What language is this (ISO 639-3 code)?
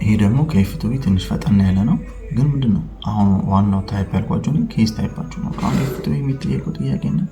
amh